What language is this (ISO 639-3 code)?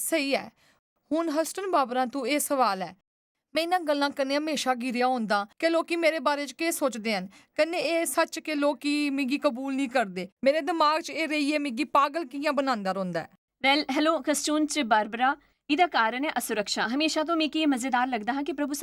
doi